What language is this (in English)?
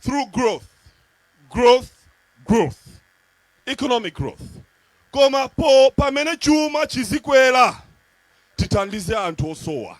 Nyanja